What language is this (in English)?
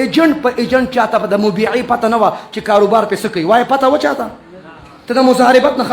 Pashto